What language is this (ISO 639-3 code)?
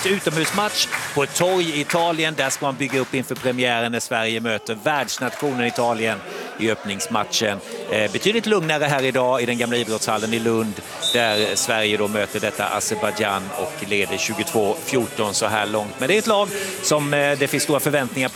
swe